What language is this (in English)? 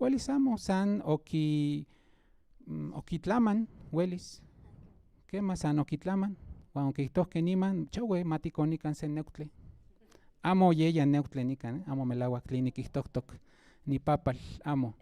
Central Nahuatl